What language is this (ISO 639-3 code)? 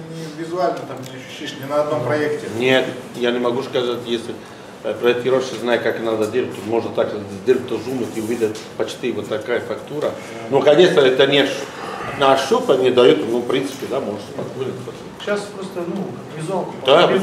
rus